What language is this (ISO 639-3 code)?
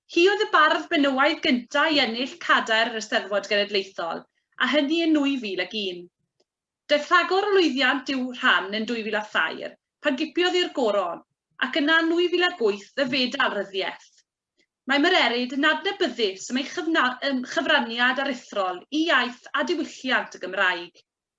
cym